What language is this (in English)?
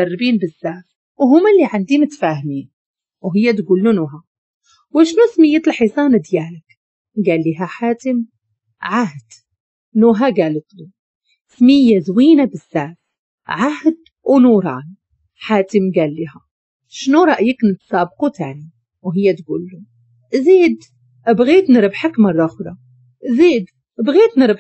Moroccan Arabic